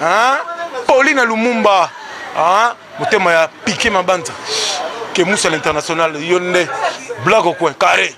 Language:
Lingala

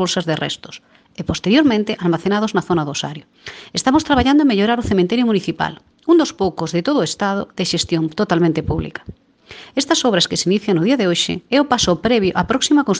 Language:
Galician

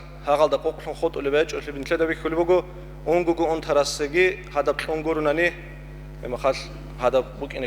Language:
Avaric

